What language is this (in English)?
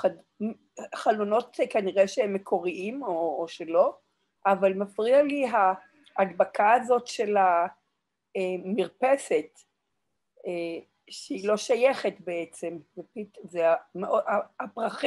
Hebrew